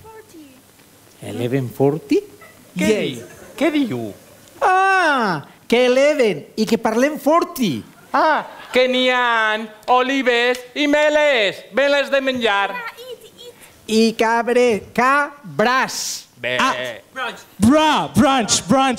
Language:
Spanish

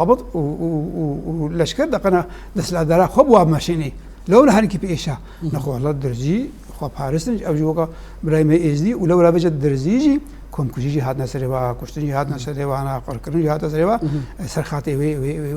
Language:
Kurdish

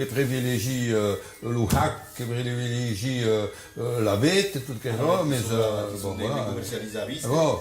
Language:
Occitan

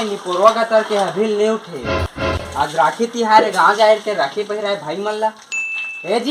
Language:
Chhattisgarhi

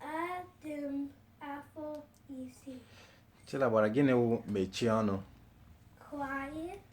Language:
Igbo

